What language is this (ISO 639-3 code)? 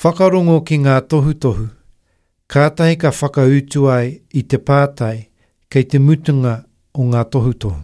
mri